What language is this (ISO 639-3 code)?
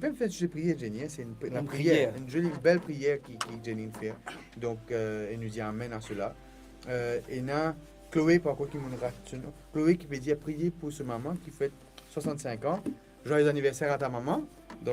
mfe